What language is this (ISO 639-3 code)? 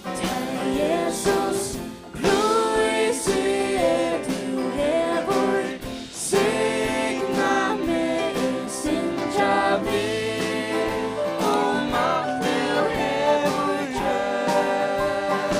fao